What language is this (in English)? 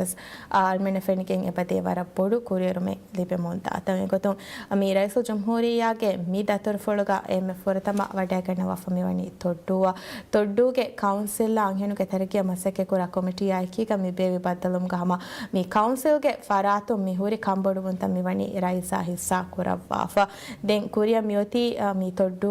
Divehi